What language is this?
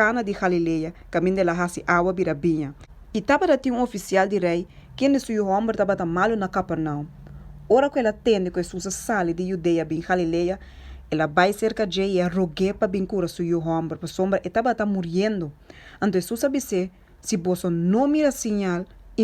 Papiamento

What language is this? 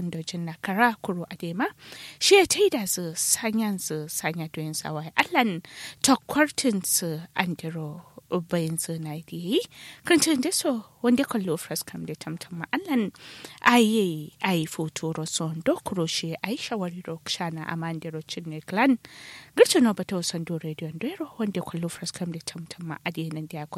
Kanuri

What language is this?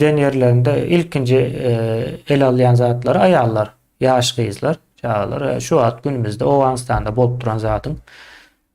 Turkmen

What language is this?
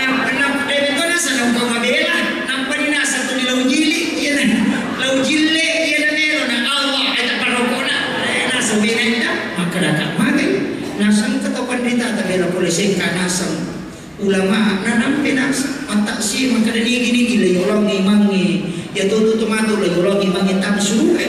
Buginese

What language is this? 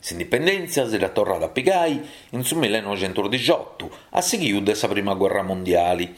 Sardinian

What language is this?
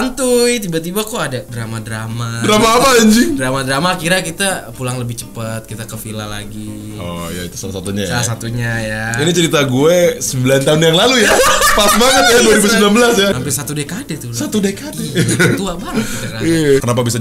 Indonesian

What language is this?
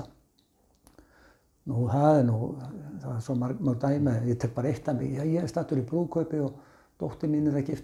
Icelandic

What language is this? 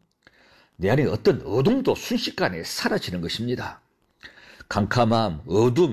Korean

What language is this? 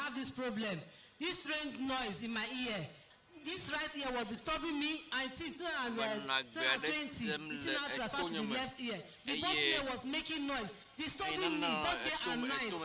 Ewe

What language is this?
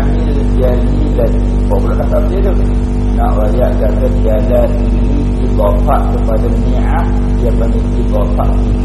Malay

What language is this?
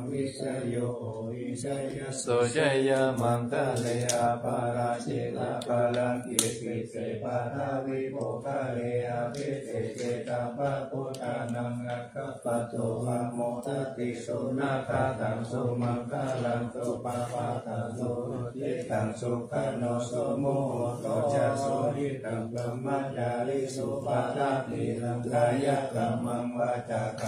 Pali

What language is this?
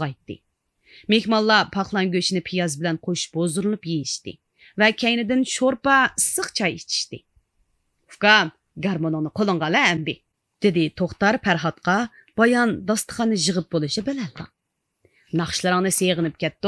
Uyghur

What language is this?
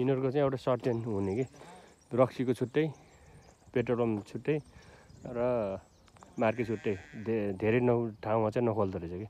Nepali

